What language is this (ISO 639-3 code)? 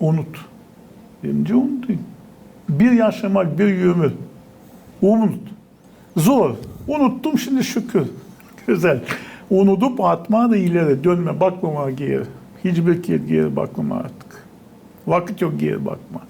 gag